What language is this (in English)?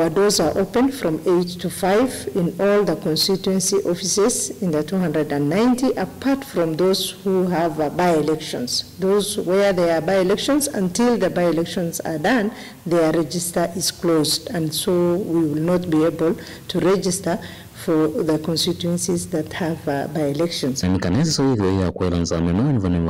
Kamba